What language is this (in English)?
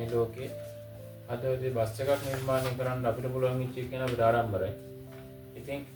Sinhala